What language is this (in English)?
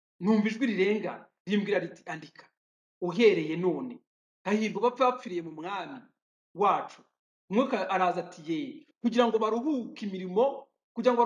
Kinyarwanda